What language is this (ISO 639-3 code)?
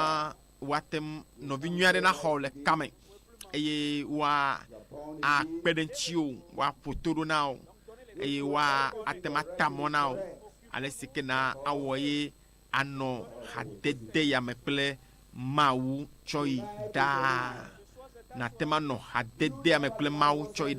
ewe